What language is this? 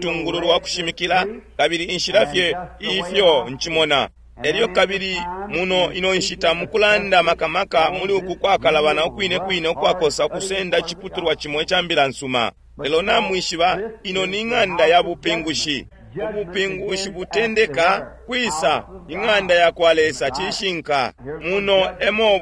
Bemba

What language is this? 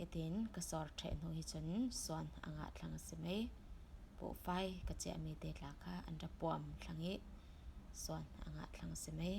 Falam Chin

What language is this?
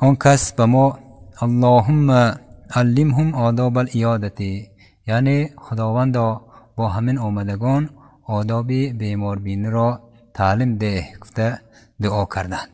Tajik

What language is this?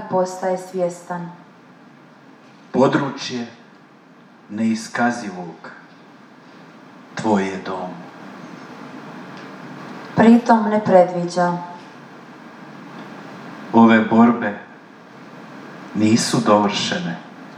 Croatian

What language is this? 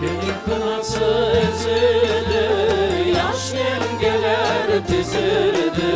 Crimean Tatar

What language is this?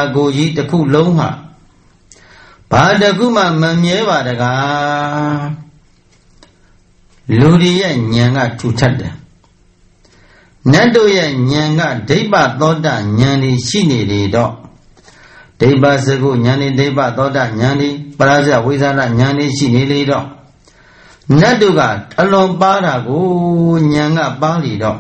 Burmese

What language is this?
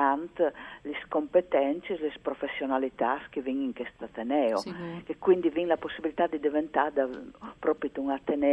Friulian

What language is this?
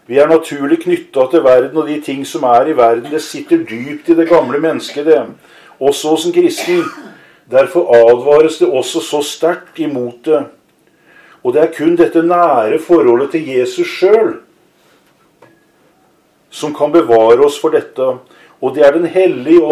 Norwegian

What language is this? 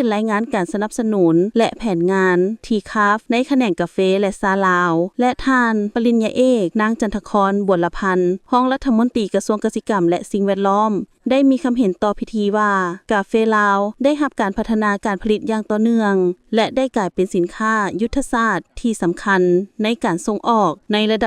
Lao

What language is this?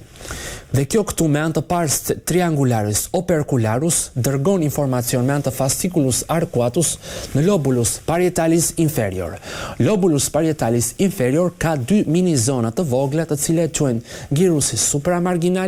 Albanian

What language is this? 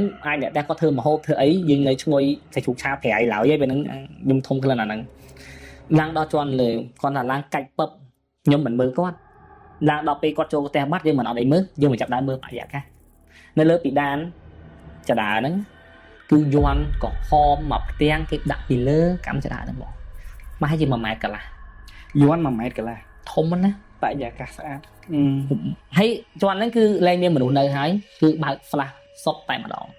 Khmer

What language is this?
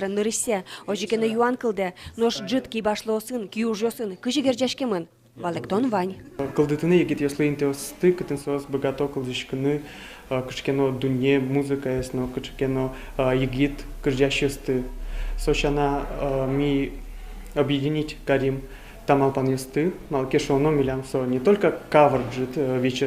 Udmurt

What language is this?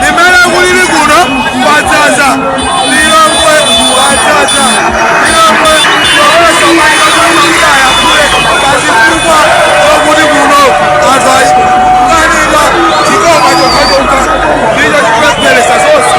Nyanja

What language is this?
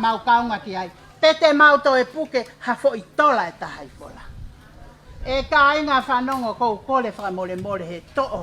Tongan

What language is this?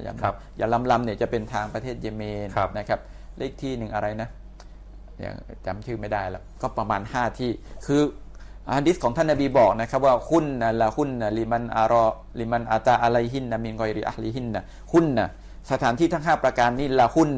Thai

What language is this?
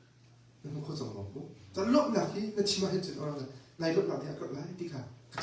Hakha Chin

